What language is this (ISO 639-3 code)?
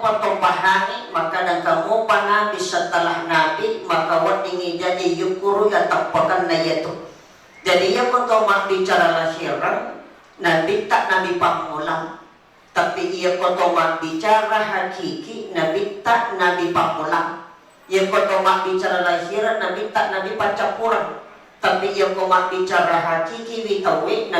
bug